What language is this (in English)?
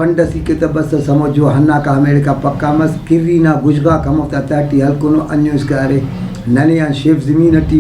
Brahui